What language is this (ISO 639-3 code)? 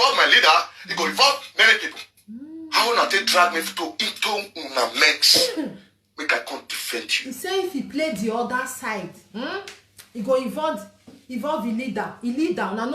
pcm